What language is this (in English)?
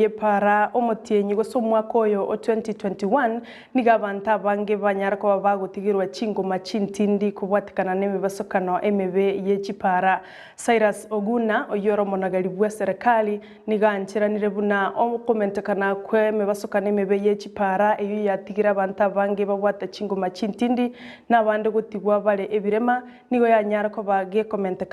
Gusii